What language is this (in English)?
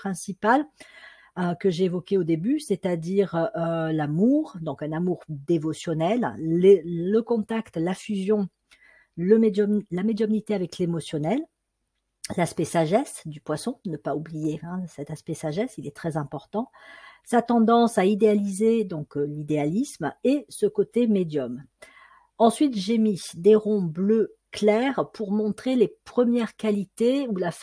French